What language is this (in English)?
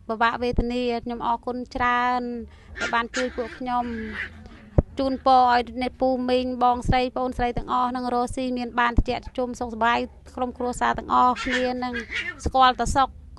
Khmer